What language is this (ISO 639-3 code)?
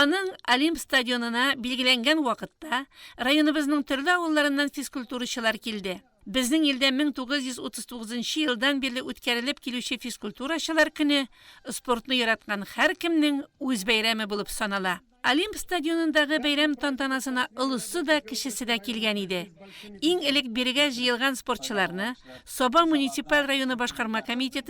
tat